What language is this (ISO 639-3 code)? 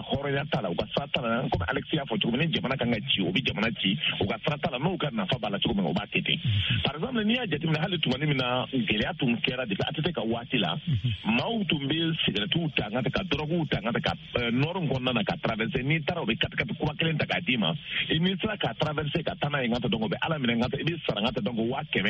bam